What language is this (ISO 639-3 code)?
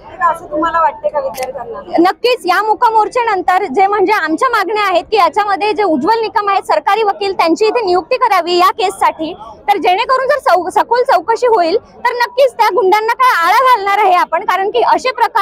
mar